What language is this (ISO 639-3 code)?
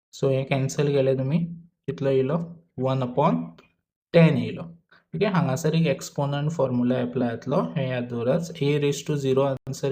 kok